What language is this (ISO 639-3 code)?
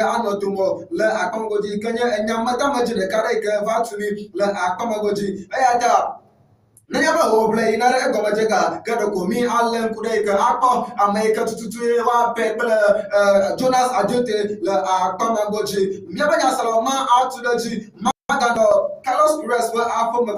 ewe